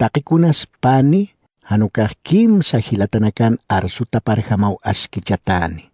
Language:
Aymara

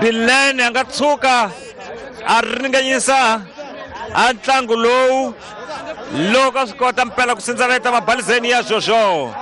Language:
Tsonga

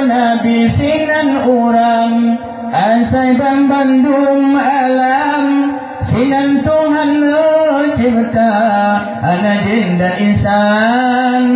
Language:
Achinese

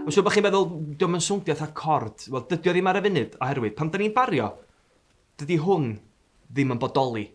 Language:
Welsh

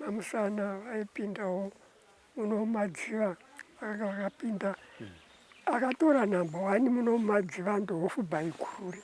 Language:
Shona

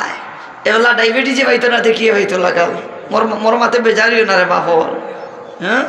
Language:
Sylheti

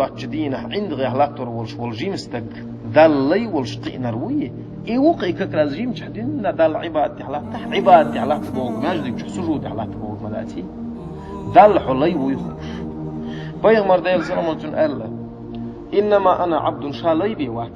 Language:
Chechen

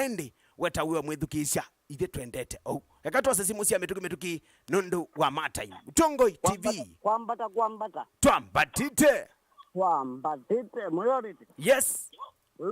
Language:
Kamba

